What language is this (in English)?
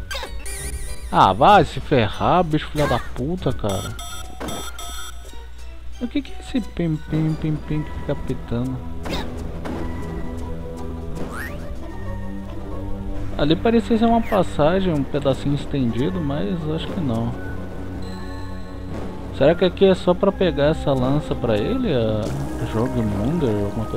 Portuguese